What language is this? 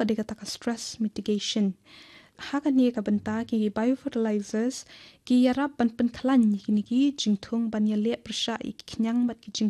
Khasi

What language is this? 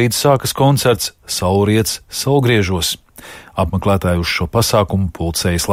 Latvian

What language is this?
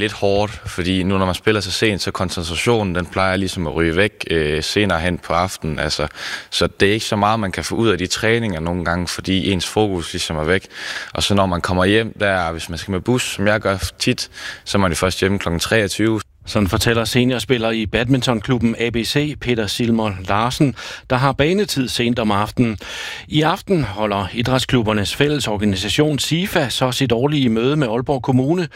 Danish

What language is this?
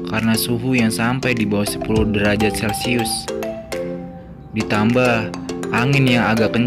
Indonesian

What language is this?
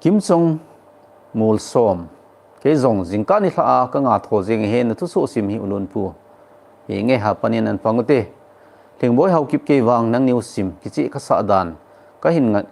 Thado Chin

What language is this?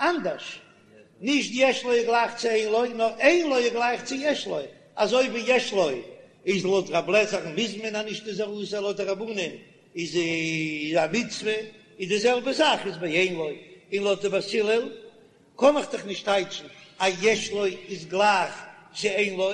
Yiddish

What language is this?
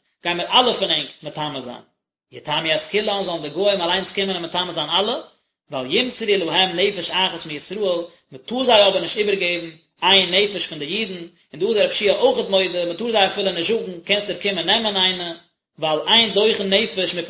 Yiddish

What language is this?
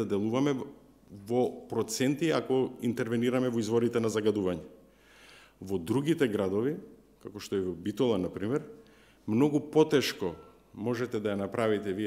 Macedonian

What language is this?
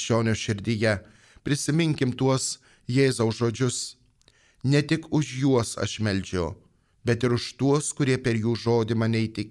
Lithuanian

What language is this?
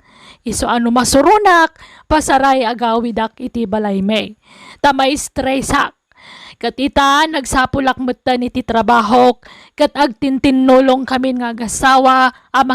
Iloko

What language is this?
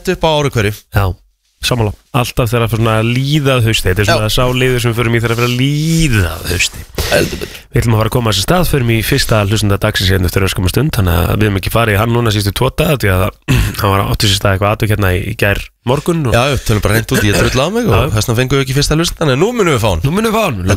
Icelandic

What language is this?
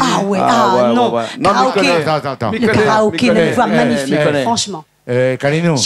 Réunion Creole French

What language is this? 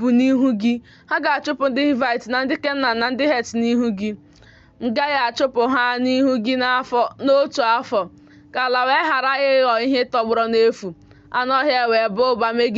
Igbo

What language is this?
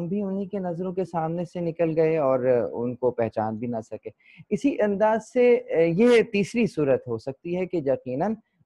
Urdu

